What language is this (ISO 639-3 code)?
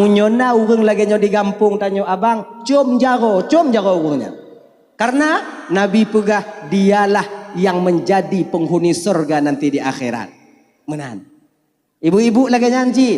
ace